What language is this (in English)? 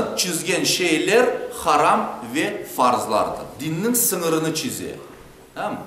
Crimean Tatar